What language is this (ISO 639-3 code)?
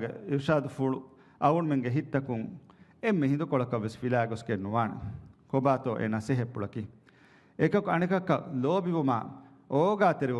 div